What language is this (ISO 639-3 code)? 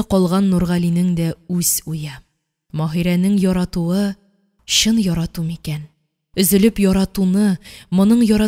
tat